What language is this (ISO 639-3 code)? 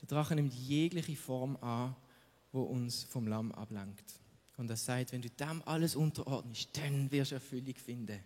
gsw